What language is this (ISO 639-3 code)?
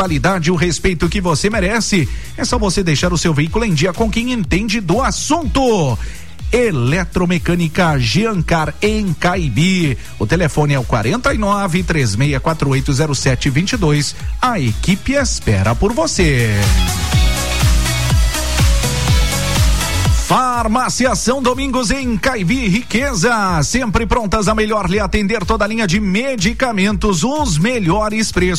por